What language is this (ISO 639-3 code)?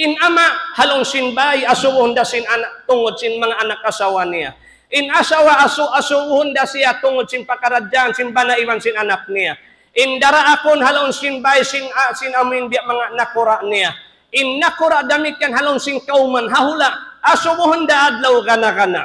tsg